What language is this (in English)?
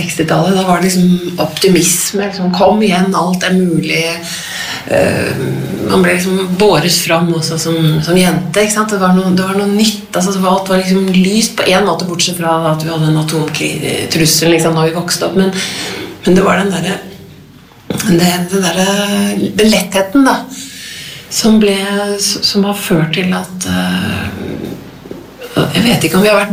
Norwegian